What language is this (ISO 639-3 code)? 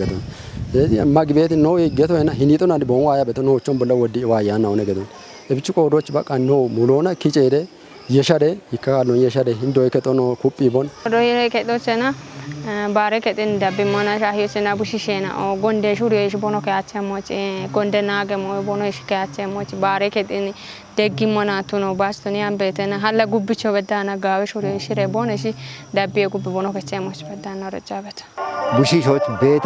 kbr